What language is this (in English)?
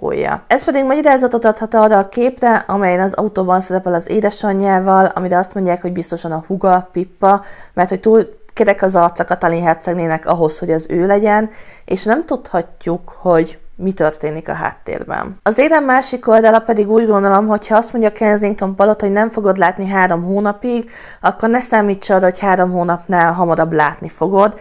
Hungarian